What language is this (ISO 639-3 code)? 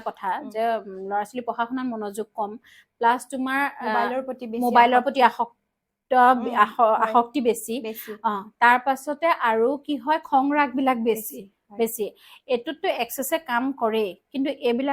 asm